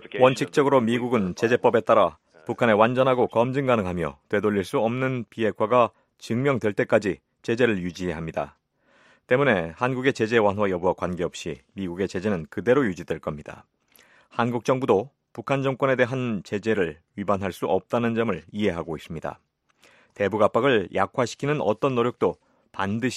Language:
Korean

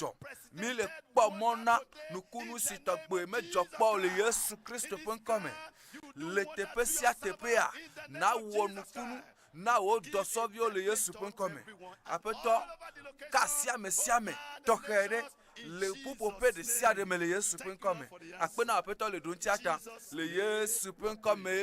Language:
Ewe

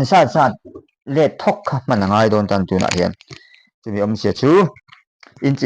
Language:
Mizo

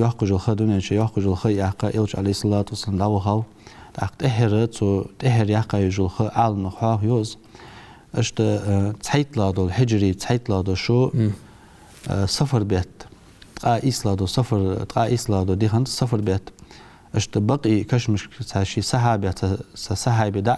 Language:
Ingush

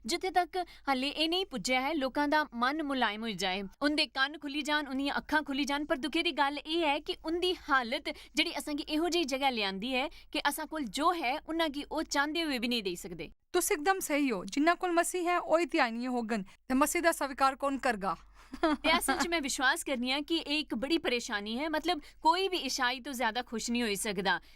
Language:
Dogri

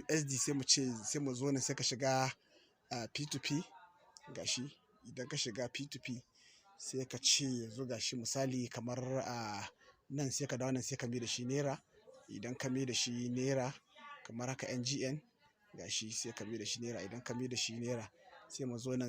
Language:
Hausa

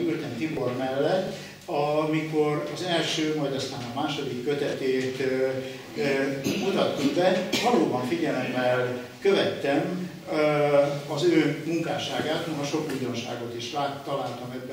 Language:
Hungarian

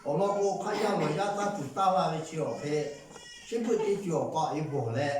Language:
Lahu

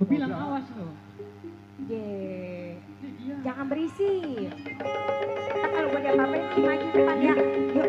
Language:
Betawi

